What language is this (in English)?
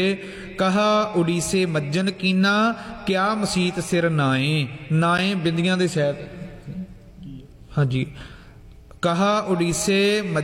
Punjabi